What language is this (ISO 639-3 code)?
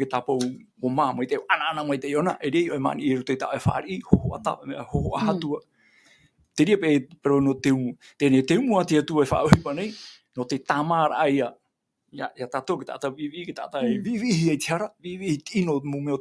tah